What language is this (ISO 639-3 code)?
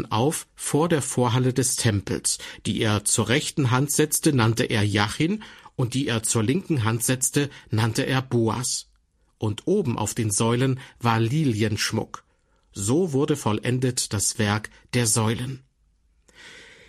deu